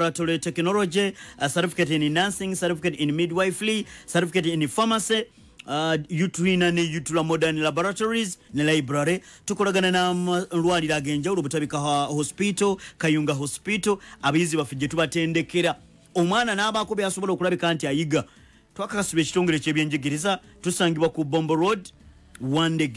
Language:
Ganda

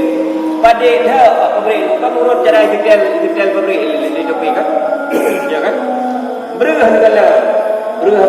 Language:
Achinese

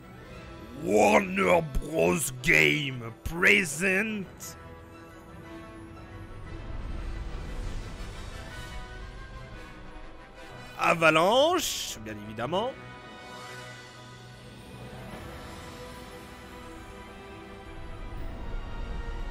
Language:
French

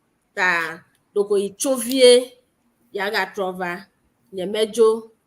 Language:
Ewe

